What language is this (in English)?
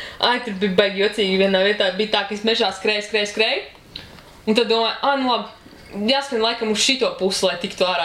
Latvian